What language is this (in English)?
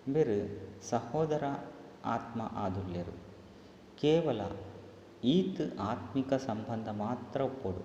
Tulu